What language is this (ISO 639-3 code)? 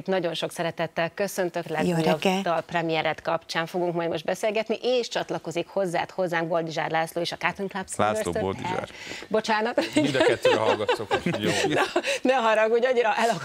hun